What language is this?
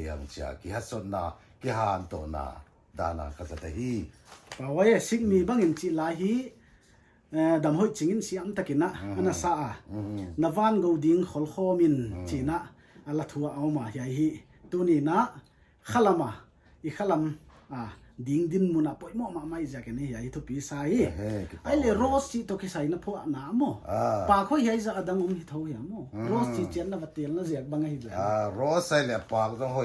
Paite Chin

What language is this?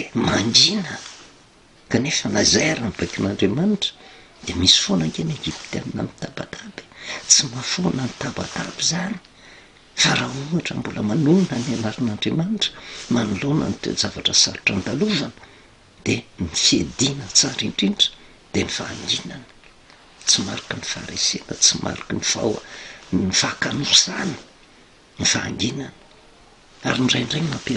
Malagasy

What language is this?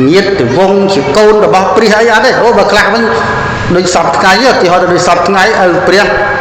Khmer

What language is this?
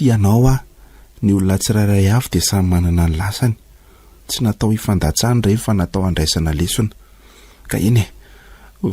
Malagasy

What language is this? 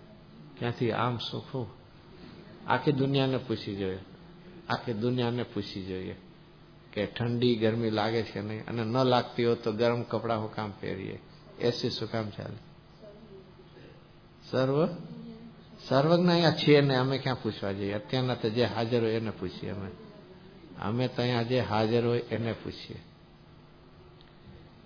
Gujarati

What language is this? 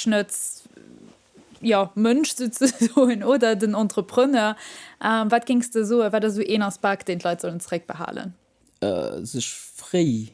Luxembourgish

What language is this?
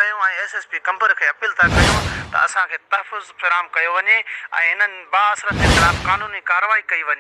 Sindhi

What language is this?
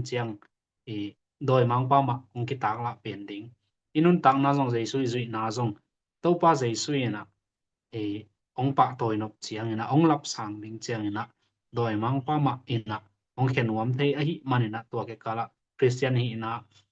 Tedim Chin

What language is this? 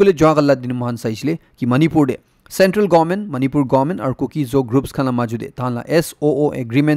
Naga Pidgin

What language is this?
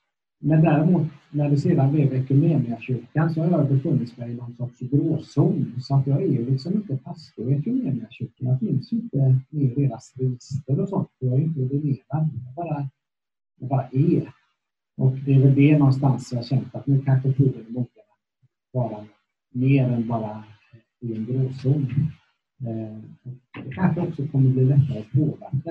Swedish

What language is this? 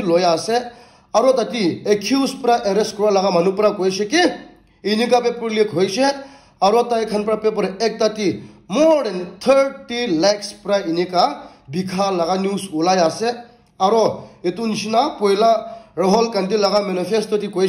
Naga Pidgin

